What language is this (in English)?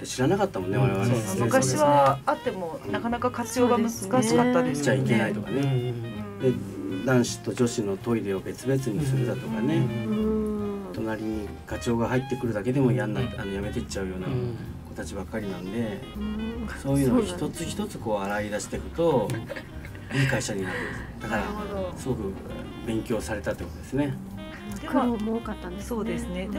Japanese